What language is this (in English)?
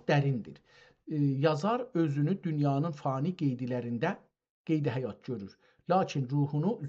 South Azerbaijani